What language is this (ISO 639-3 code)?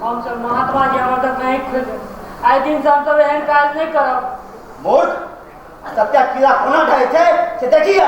mai